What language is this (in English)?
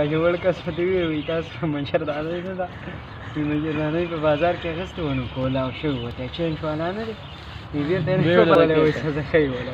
Pashto